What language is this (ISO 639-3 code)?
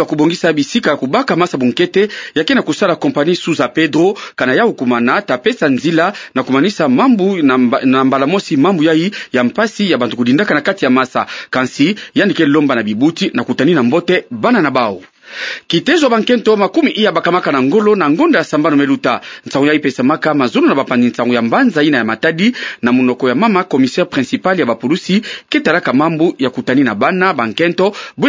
ktu